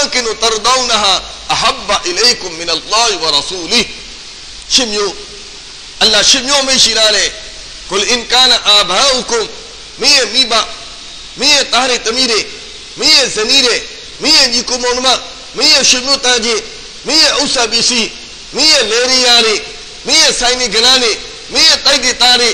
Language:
Burmese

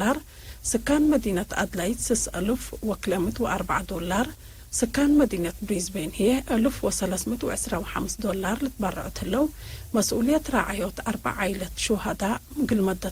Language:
Tigre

